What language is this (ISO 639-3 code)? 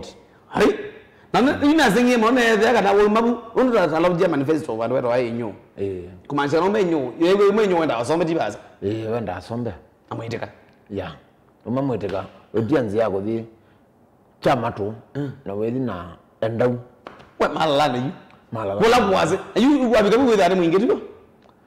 kam